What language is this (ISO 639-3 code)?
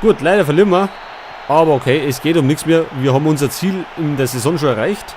bar